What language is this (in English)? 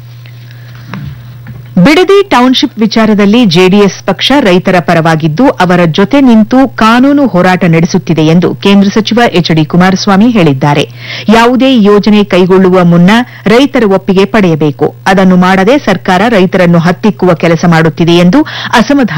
Kannada